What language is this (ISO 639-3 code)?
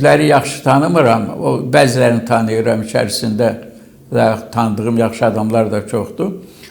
aze